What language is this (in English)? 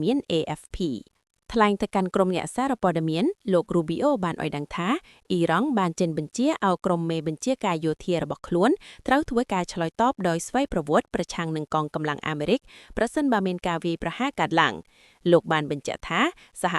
Khmer